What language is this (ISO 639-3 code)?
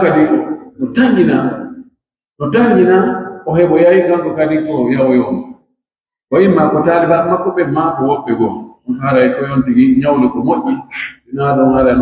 fuf